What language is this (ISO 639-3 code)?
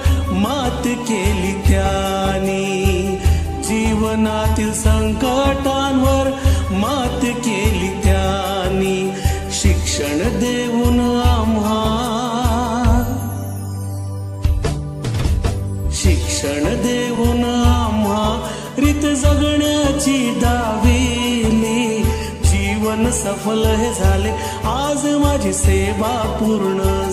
mar